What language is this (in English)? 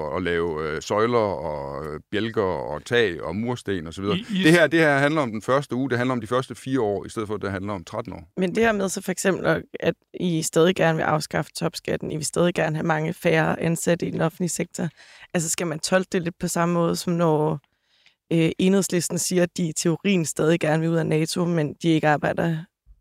Danish